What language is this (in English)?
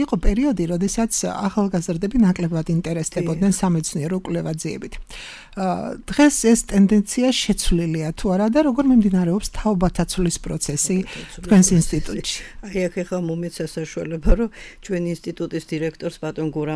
Georgian